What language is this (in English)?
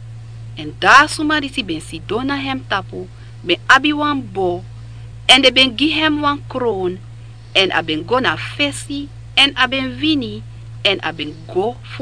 Sranan Tongo